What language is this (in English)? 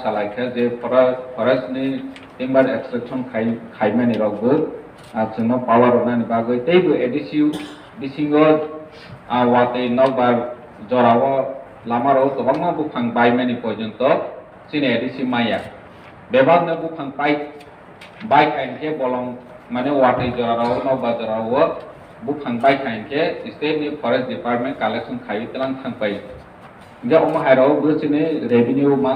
Kok Borok